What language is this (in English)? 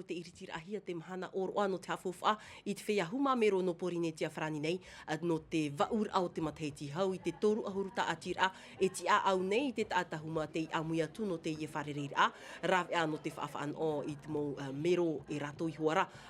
Tahitian